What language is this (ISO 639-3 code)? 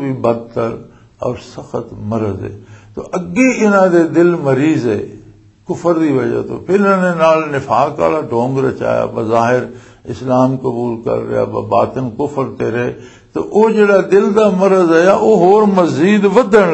lah